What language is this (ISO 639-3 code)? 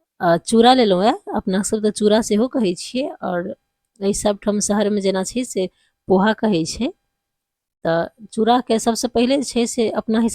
mai